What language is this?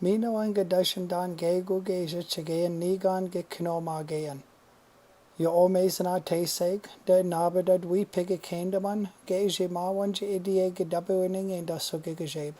Chippewa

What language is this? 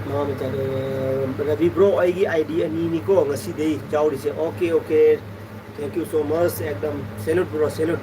Manipuri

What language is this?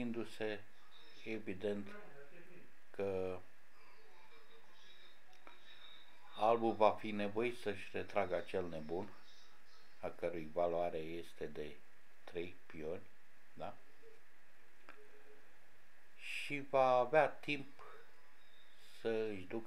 Romanian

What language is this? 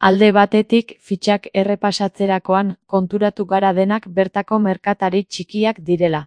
Basque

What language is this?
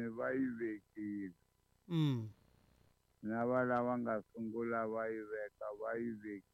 Tsonga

